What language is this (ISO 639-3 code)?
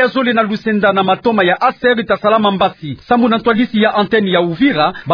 ktu